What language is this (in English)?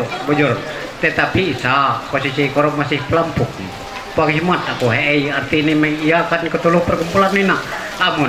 Ma'anyan